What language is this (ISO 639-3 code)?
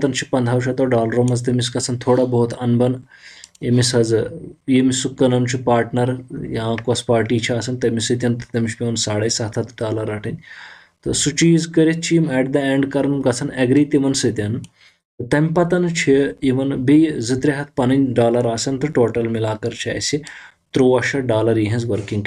kas